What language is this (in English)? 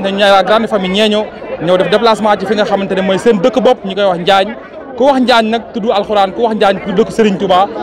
Wolof